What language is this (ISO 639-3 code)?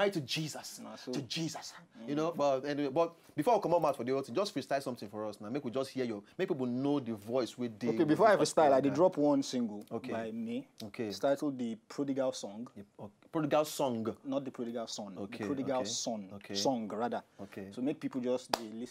pcm